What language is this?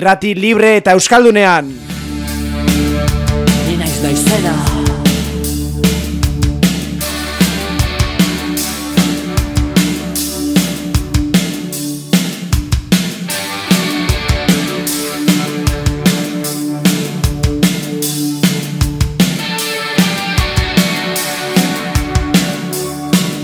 Basque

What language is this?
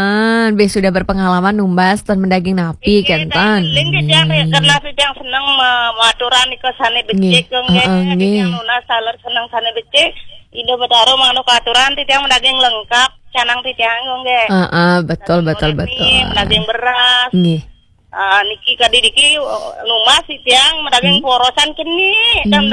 Balinese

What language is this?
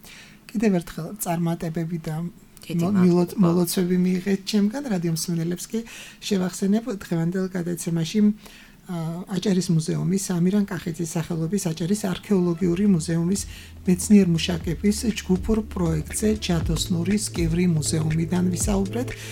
Georgian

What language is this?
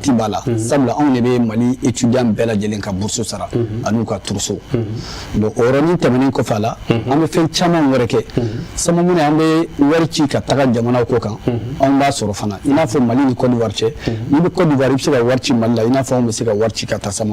Bambara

